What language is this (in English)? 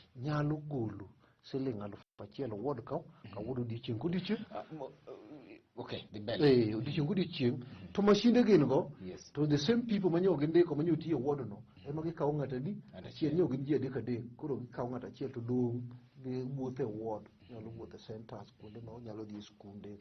Luo (Kenya and Tanzania)